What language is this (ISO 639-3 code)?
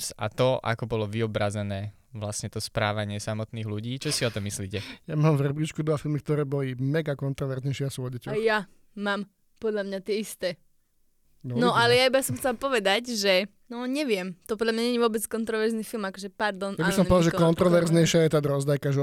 slk